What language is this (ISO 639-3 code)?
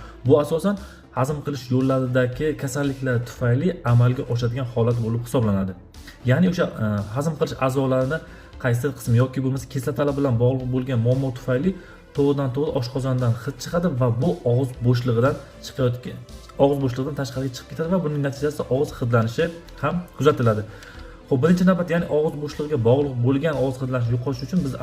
uzb